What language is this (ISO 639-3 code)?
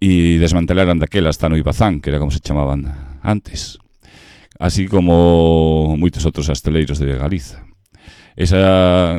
glg